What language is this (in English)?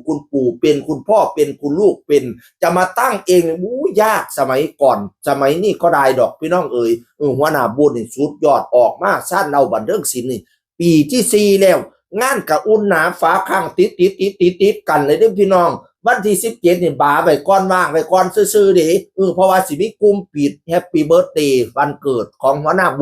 Northeastern Thai